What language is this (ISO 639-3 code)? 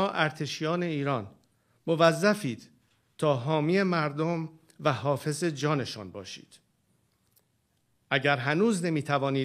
fas